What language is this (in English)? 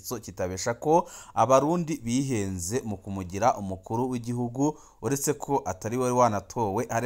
Rundi